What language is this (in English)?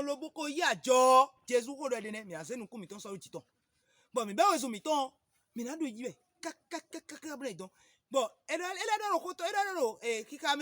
Fon